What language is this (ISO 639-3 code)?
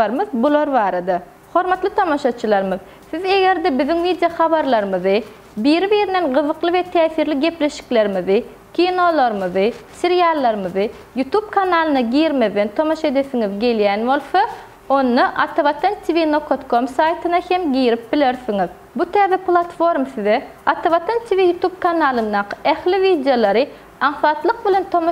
tuk